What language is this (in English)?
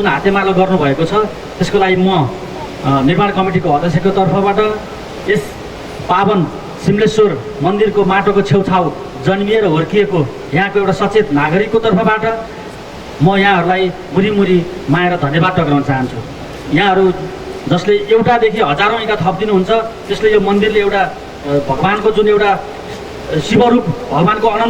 Nepali